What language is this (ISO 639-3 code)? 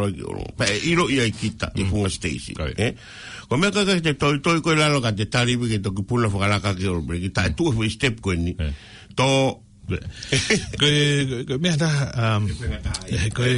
ton